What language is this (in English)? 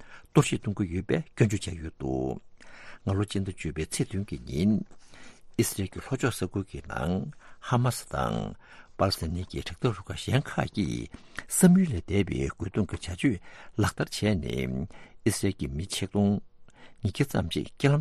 Tibetan